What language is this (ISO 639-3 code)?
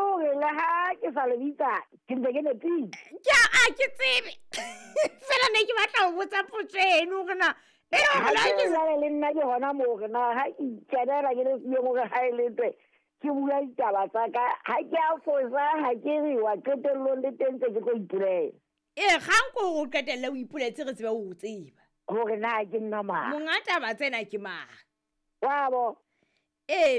sot